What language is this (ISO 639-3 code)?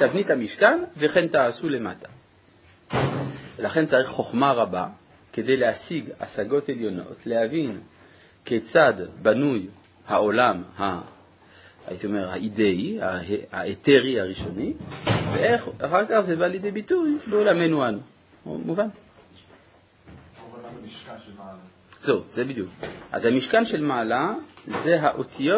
heb